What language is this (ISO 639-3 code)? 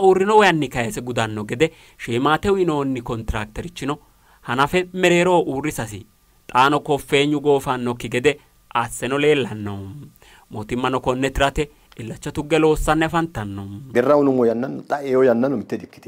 sid